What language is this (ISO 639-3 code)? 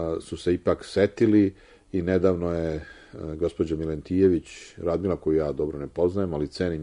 srp